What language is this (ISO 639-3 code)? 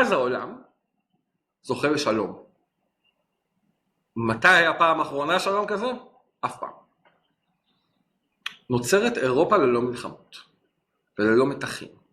heb